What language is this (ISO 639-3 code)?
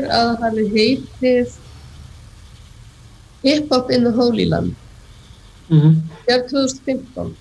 isl